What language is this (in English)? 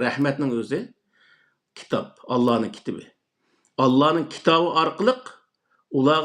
Uyghur